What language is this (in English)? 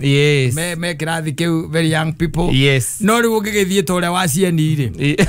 Kikuyu